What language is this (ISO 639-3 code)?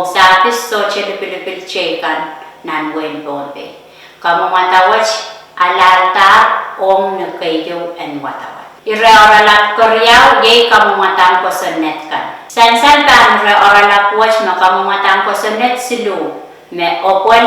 pon